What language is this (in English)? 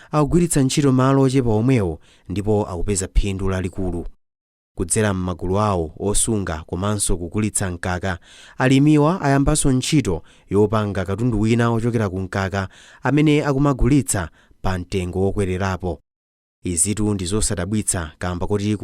Nyanja